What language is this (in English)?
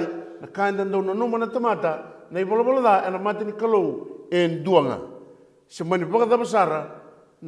Fijian